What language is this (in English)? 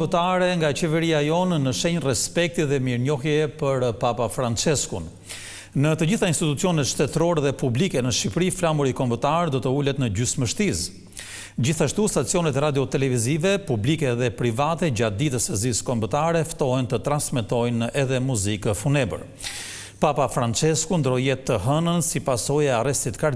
Albanian